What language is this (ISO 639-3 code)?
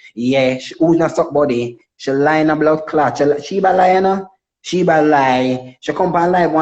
jam